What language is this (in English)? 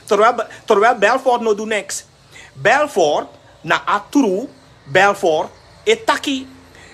Sranan Tongo